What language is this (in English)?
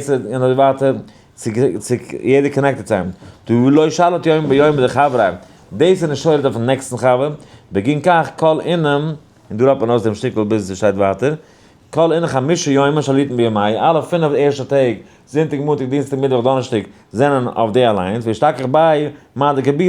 Yiddish